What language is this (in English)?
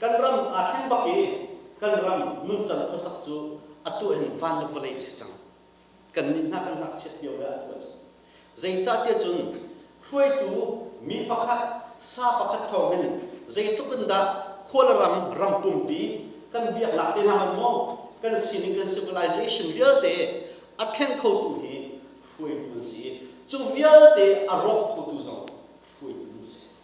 Hakha Chin